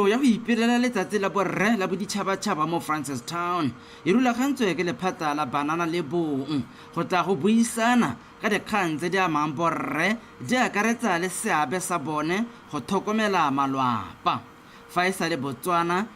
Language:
Tswana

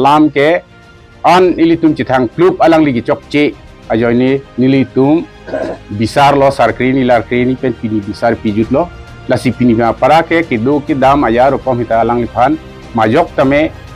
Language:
Karbi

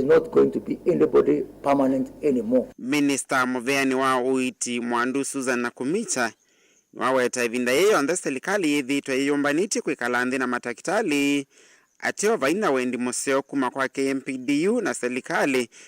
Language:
Kamba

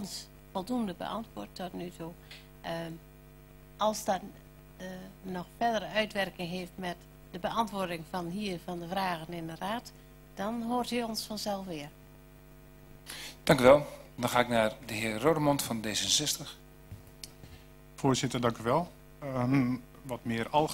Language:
Dutch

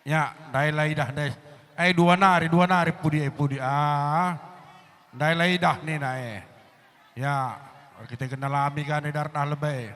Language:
Batak Karo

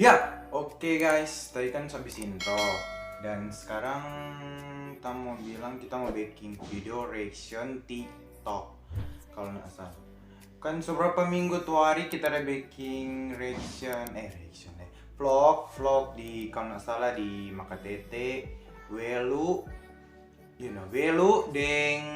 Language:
Manado Malay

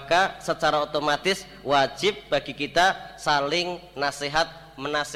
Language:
Indonesian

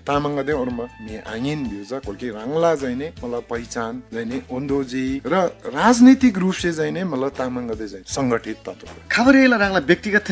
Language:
Eastern Tamang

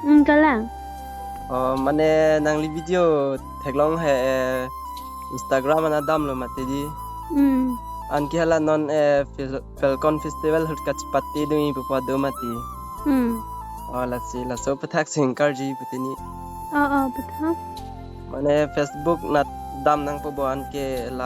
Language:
Karbi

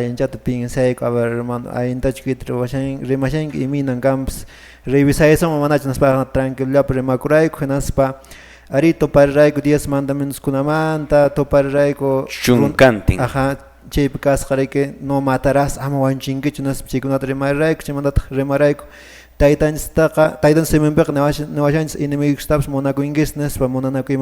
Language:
Quechua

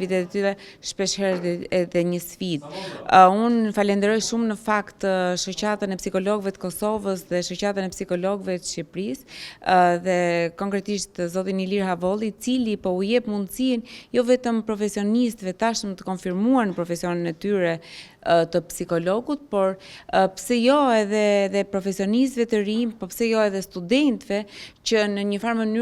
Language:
Albanian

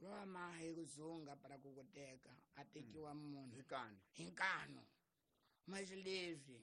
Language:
Tsonga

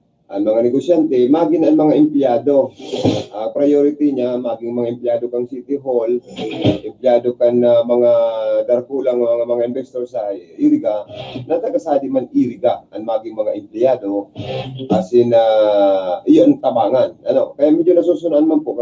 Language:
Bikol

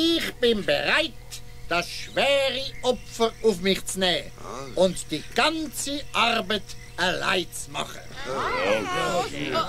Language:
Swiss German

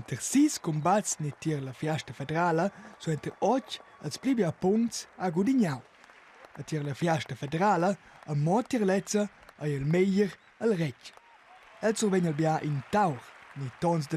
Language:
Romansh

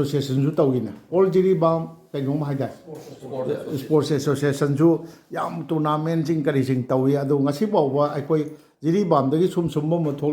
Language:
Manipuri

